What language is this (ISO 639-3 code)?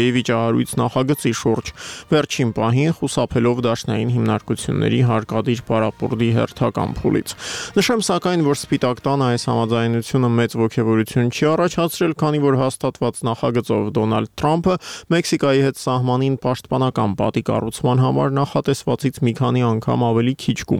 hye